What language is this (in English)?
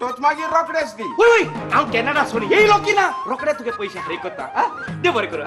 Konkani